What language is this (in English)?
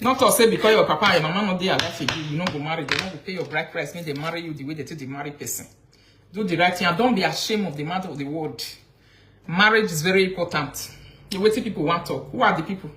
Nigerian Pidgin